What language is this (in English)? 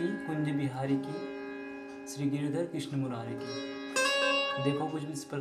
Chhattisgarhi